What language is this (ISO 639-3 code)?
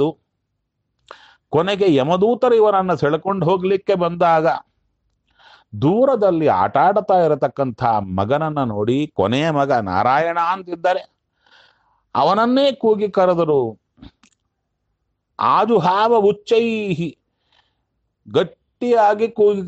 kan